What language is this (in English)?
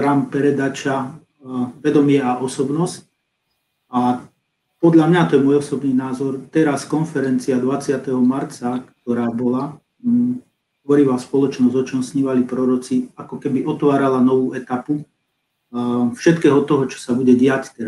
Slovak